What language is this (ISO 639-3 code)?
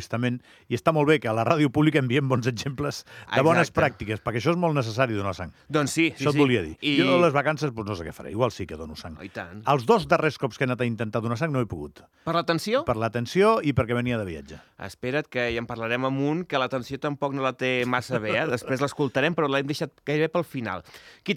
cat